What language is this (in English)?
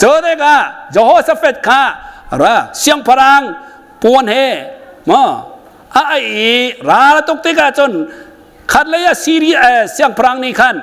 Hakha Chin